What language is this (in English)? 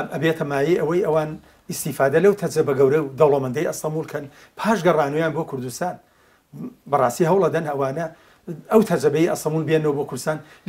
Central Kurdish